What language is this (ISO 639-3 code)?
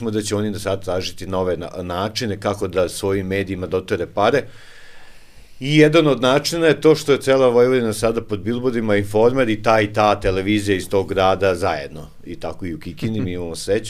srp